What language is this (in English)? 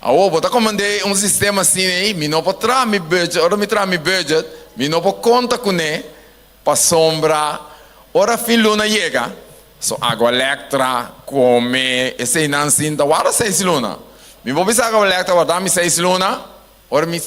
Papiamento